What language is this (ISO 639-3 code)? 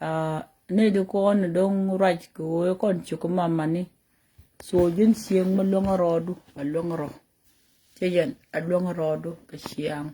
nus